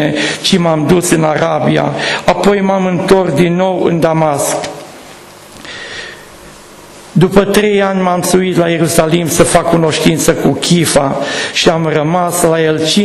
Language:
Romanian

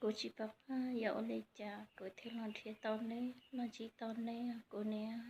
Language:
Hmong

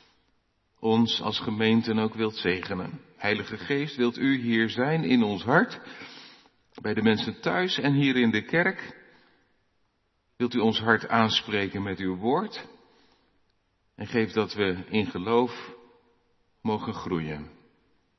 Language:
Dutch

